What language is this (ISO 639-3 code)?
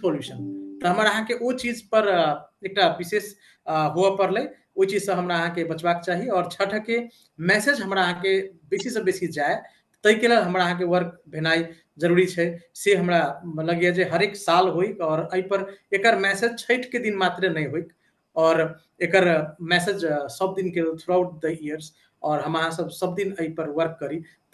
mai